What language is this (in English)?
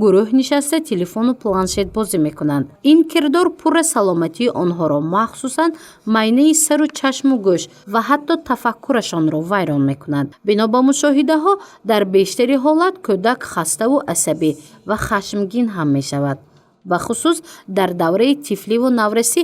Tajik